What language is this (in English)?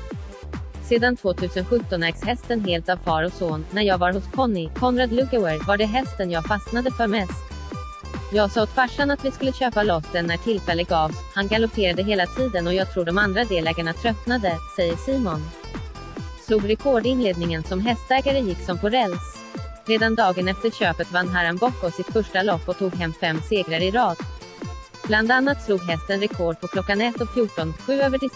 Swedish